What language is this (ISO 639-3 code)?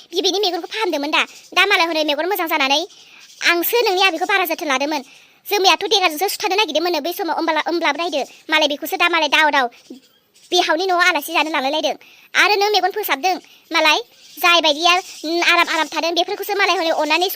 brx